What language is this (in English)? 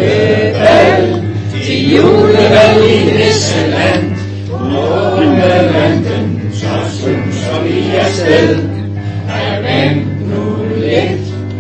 Danish